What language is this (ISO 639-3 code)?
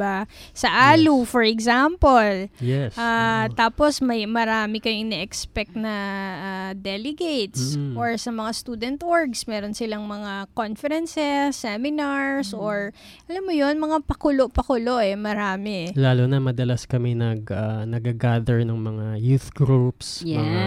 fil